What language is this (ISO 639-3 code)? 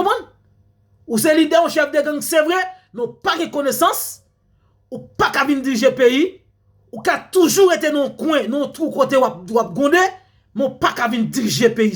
hat